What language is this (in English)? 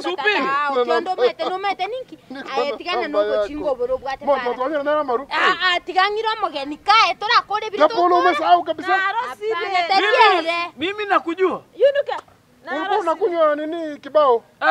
Swahili